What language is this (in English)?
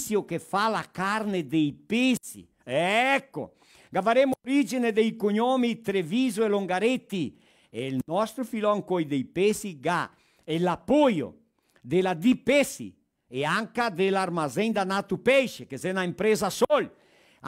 Venetian